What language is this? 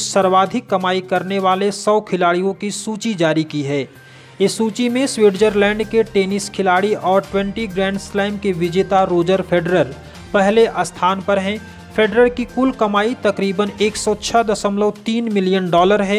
Hindi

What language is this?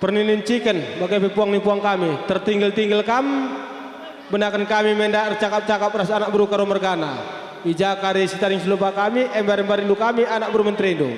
Batak Karo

